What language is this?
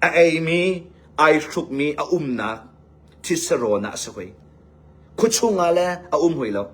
Hakha Chin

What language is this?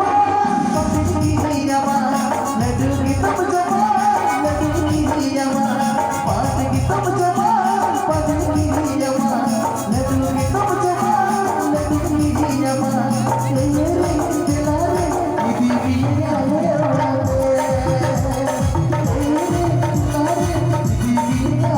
Santali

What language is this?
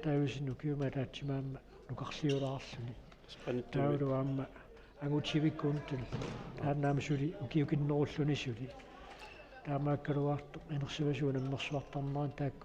Kalaallisut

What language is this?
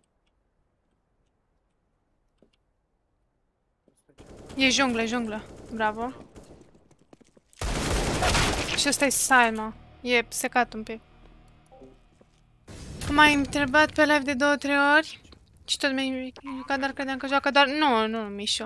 Romanian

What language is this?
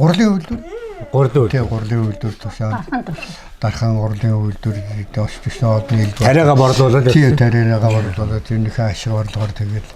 Mongolian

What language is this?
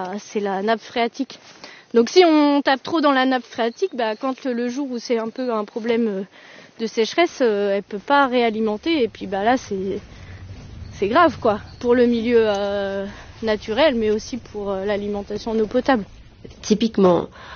French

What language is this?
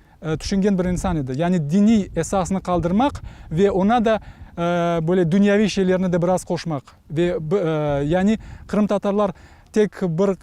Crimean Tatar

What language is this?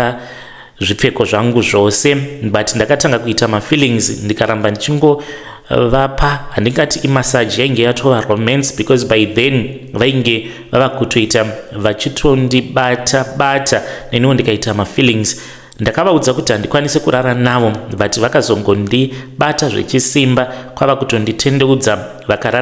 Shona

